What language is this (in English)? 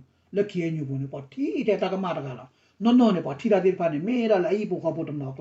S'gaw Karen